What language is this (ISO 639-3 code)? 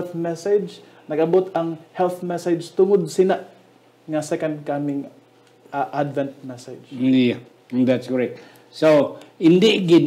hil